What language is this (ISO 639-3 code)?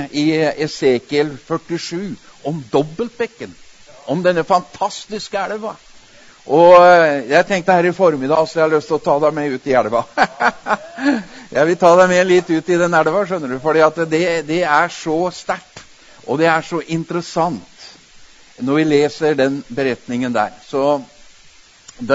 nor